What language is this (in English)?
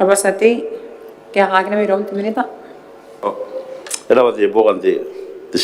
Gilbertese